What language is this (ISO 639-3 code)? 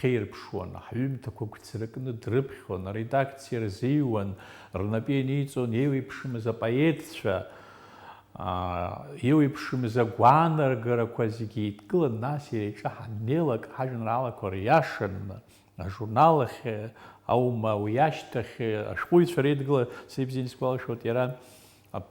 abk